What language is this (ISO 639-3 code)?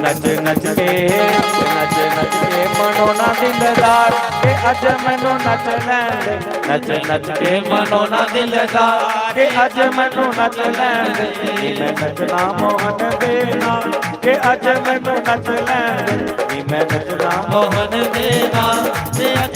doi